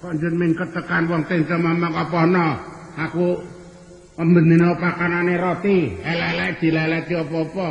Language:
Javanese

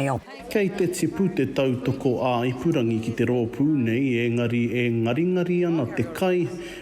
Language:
Māori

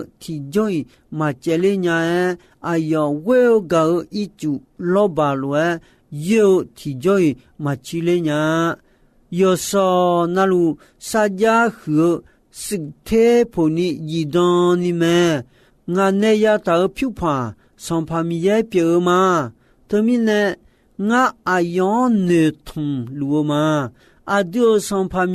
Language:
Akha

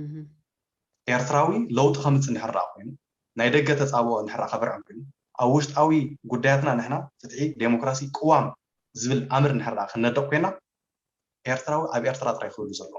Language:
Tigrinya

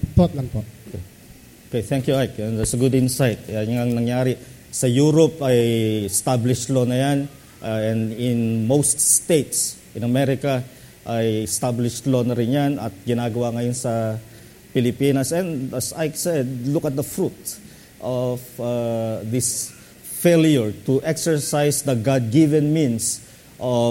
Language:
Filipino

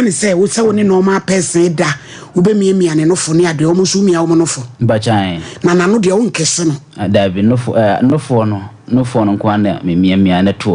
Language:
Akan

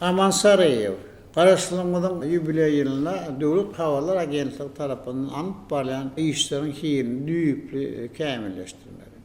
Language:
Turkmen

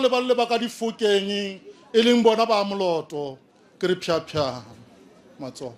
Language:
Northern Sotho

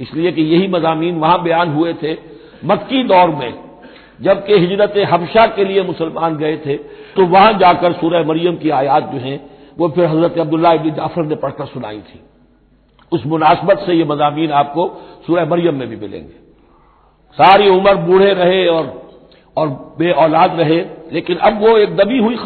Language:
Urdu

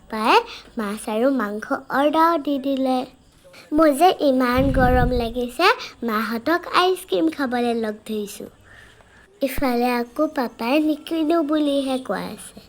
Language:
Assamese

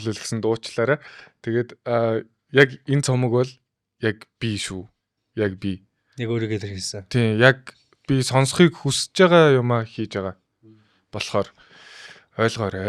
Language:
Mongolian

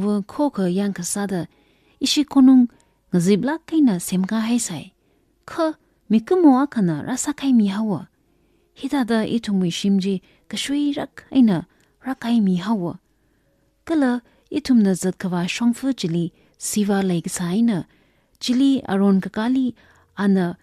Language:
Tangkhul Naga (India)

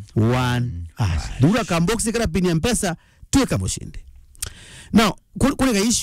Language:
Meru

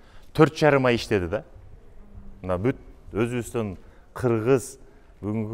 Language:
Kyrgyz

